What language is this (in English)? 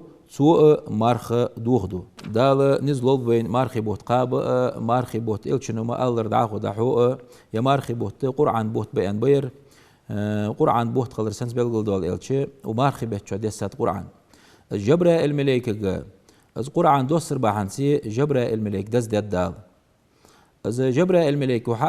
Ingush